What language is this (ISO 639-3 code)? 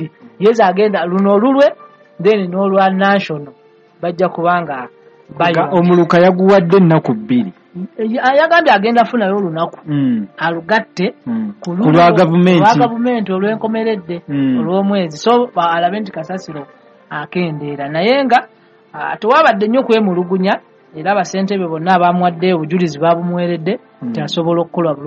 lug